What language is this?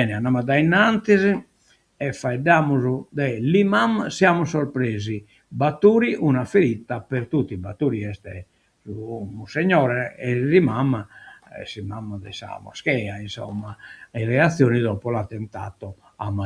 Sardinian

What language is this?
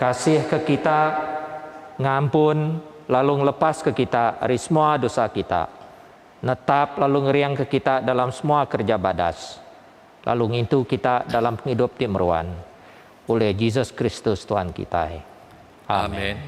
Iban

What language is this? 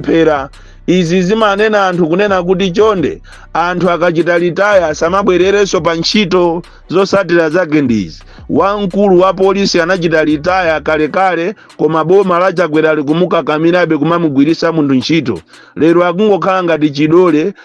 Nyanja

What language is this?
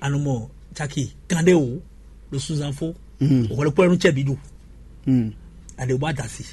Fon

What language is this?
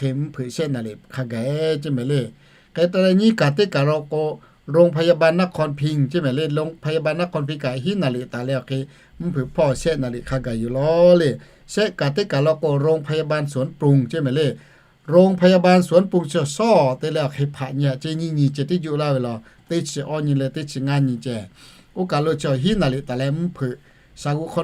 Lahu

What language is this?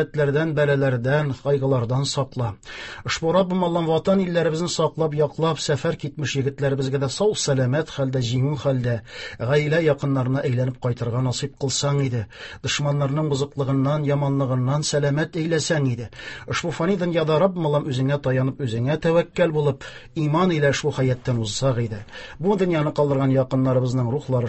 Tatar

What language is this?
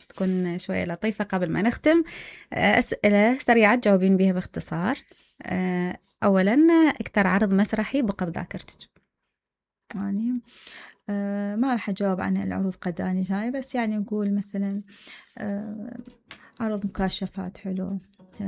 Mesopotamian Arabic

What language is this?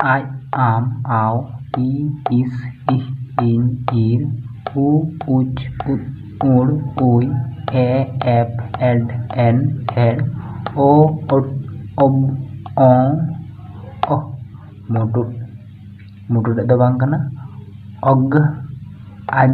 Santali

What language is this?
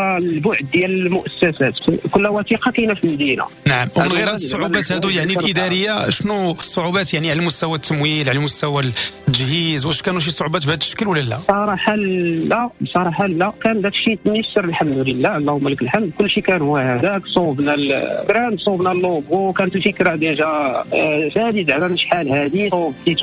Moroccan Arabic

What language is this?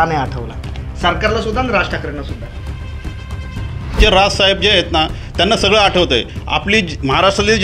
Marathi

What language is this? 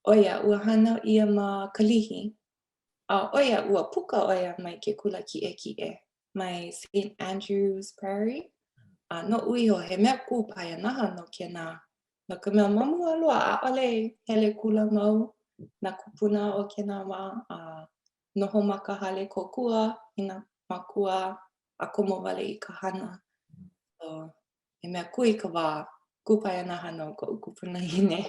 Hawaiian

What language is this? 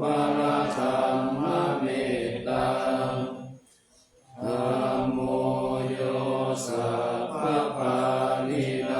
Pali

